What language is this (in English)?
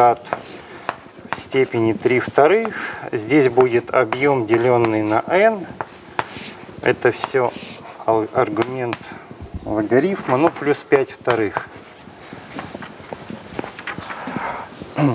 Russian